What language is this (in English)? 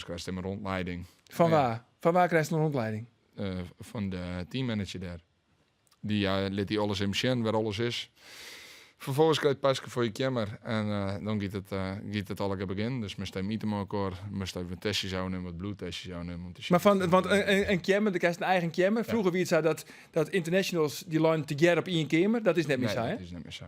Western Frisian